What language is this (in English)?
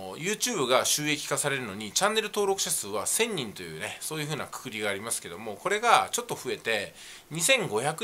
Japanese